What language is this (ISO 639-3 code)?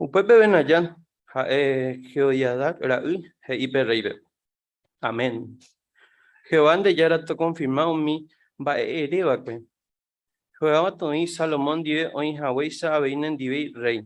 grn